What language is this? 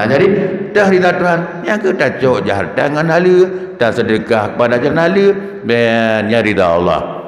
Achinese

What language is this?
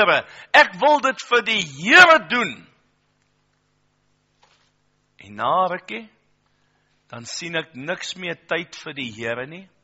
Afrikaans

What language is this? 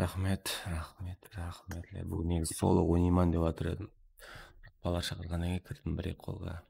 Kara-Kalpak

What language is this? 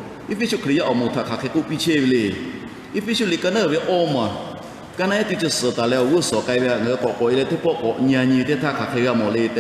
Lahu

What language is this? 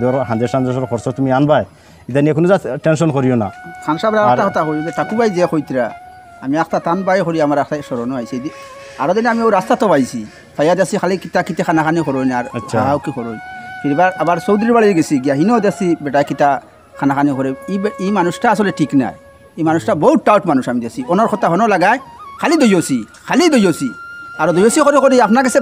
Sylheti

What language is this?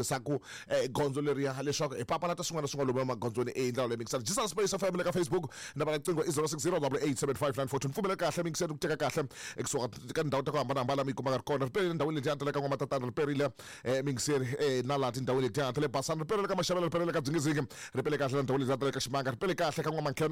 Tsonga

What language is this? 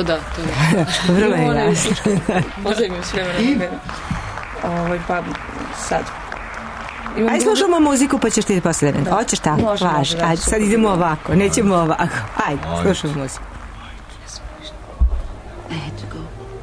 Serbian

